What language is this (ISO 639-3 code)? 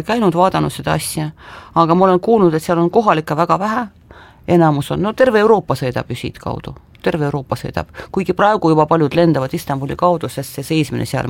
est